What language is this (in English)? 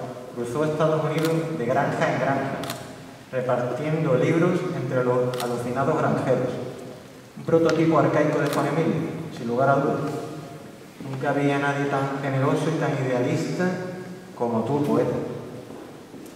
Spanish